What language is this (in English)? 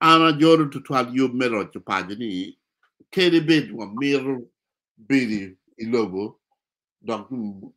Acoli